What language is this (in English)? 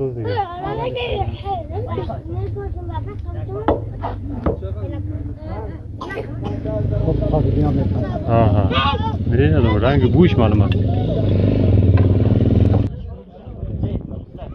Persian